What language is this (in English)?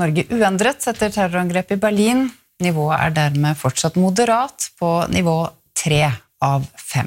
Norwegian